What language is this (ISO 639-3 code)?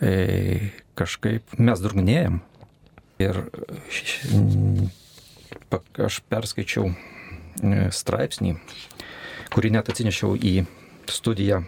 lit